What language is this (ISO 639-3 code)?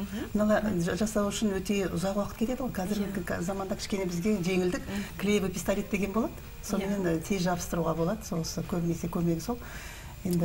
kaz